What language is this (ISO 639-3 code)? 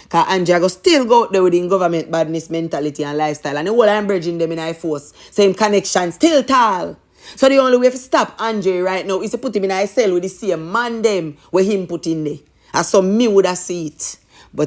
jam